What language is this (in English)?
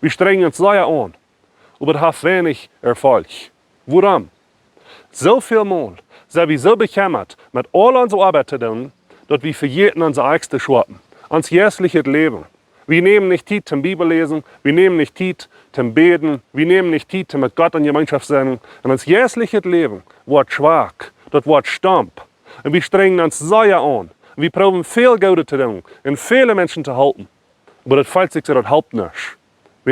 Plautdietsch